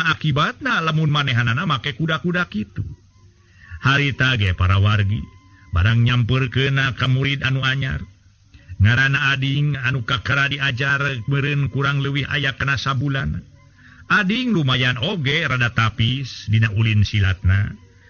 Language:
Sundanese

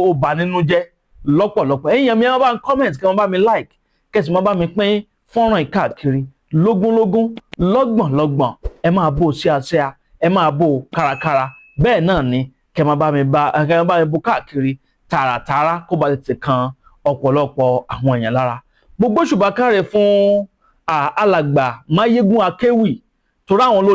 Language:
Yoruba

